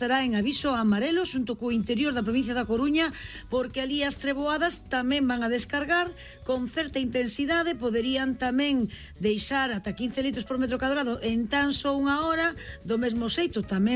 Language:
Galician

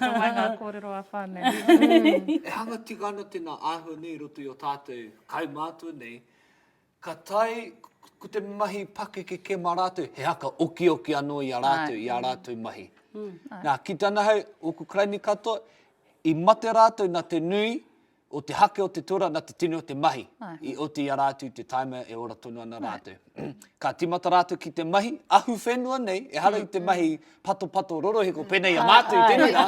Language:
Māori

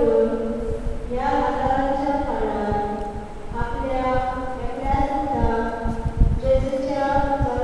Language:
Konkani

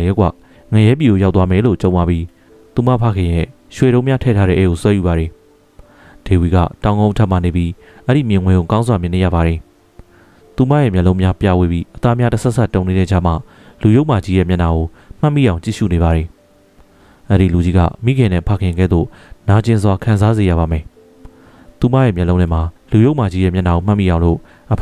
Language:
Burmese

